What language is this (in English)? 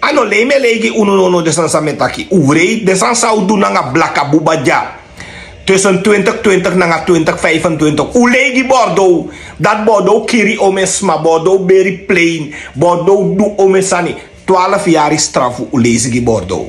Sranan Tongo